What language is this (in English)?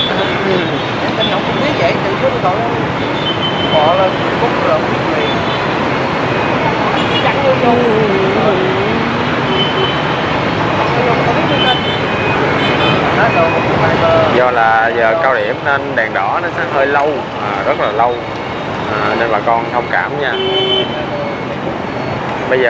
Vietnamese